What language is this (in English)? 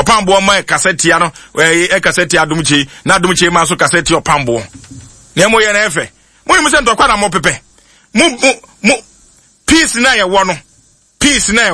Akan